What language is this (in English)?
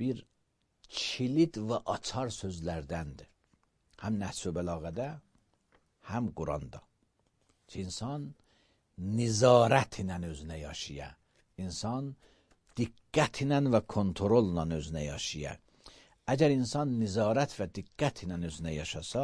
Azerbaijani